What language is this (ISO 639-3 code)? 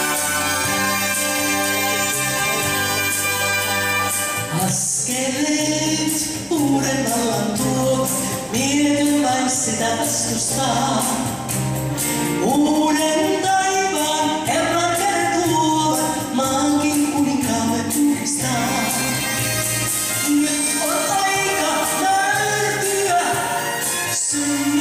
fin